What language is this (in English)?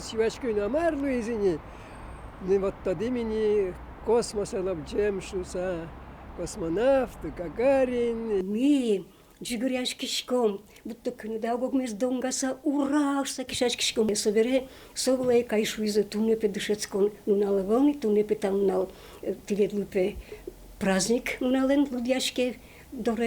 Udmurt